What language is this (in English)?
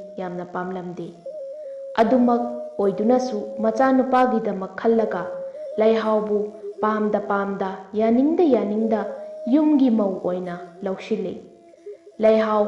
Manipuri